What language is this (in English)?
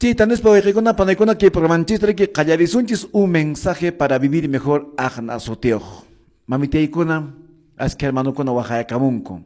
Quechua